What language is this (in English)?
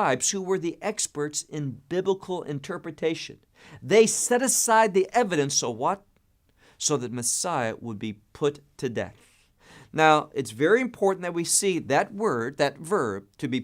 English